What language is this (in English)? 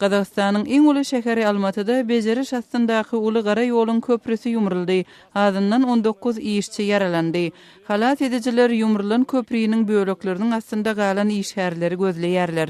Turkmen